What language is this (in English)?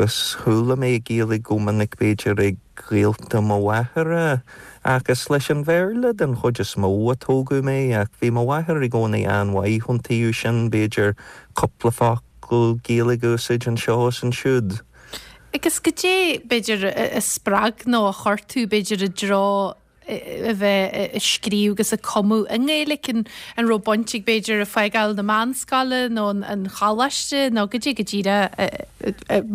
Irish